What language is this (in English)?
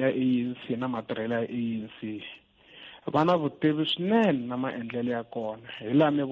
Tsonga